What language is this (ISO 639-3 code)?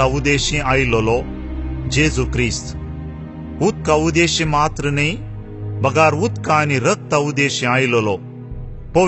kok